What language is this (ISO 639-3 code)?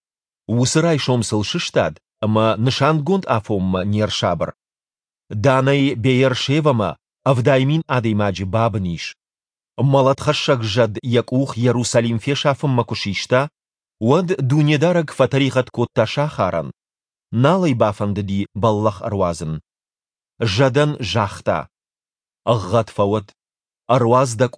oss